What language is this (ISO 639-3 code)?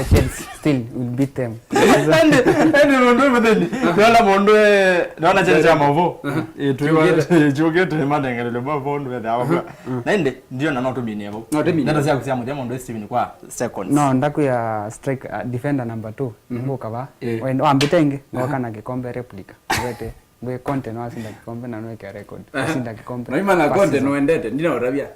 kam